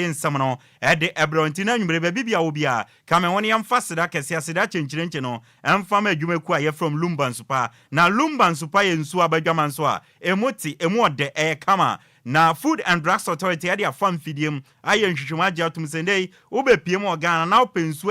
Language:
Akan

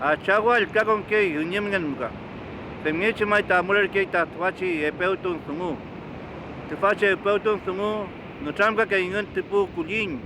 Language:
Mapuche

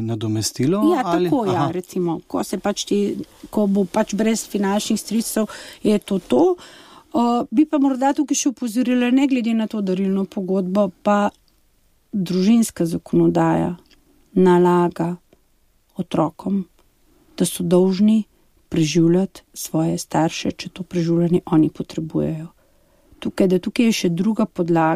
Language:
Slovenian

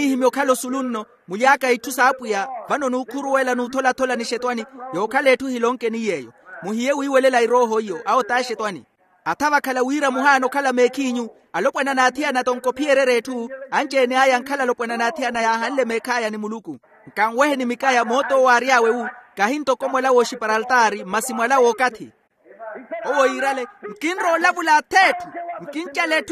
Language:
Makhuwa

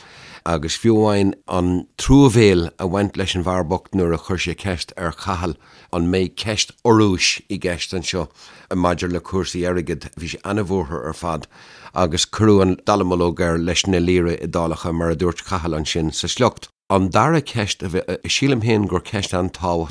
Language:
Irish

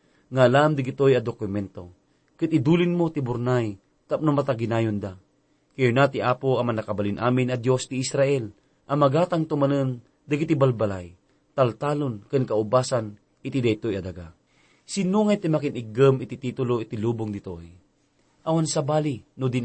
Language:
Iloko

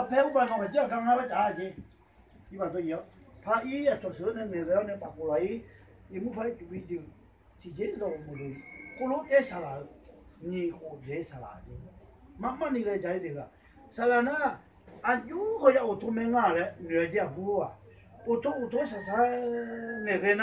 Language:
Akha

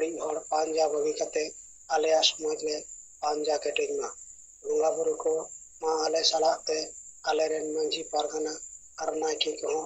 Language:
Santali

